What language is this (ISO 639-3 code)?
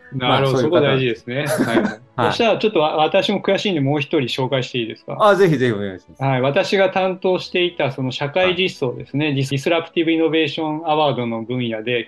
jpn